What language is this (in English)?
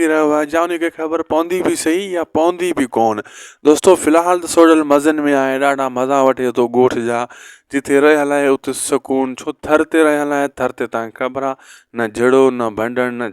Sindhi